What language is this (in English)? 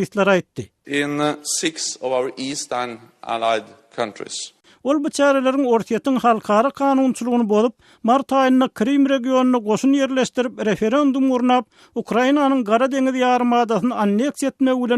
Turkmen